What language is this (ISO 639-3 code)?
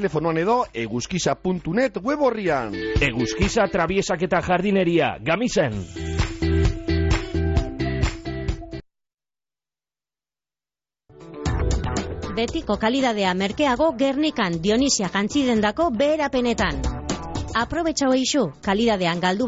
eus